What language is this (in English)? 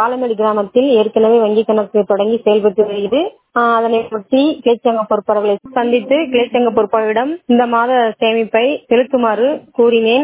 Tamil